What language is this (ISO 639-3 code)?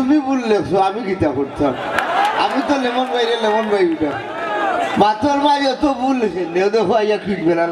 syl